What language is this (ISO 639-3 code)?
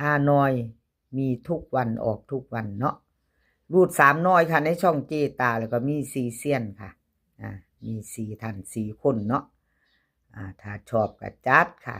tts